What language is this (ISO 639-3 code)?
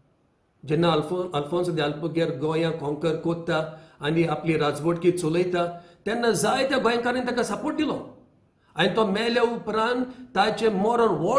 kok